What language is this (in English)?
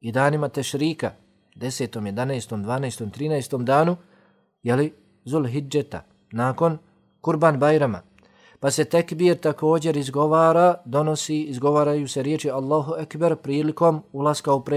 Bosnian